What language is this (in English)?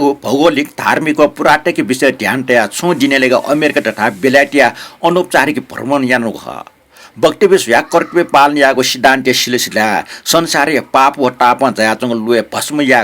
Newari